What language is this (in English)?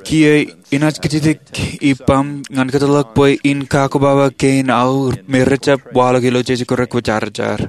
Marshallese